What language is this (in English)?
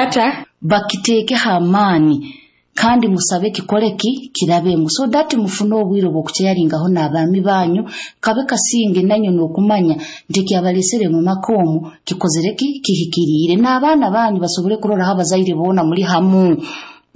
Nyoro